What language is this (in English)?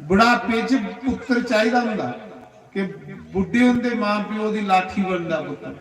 Dogri